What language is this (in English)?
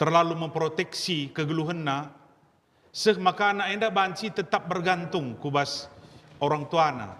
Batak Karo